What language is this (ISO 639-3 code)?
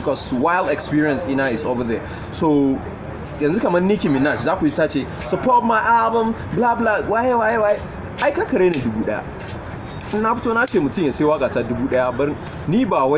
hau